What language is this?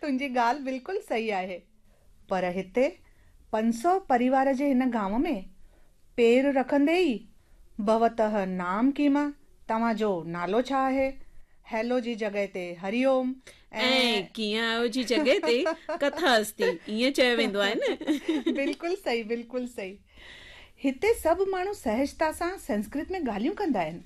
Sindhi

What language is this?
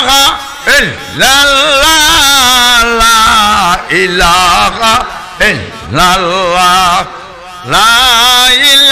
Sylheti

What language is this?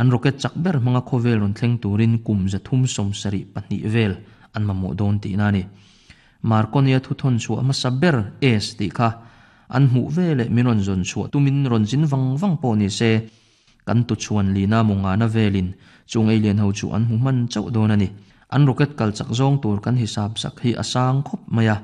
Mizo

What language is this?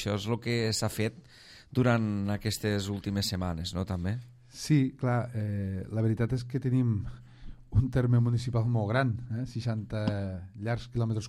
Catalan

